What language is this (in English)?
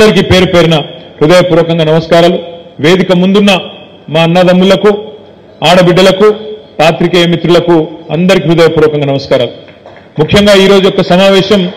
Telugu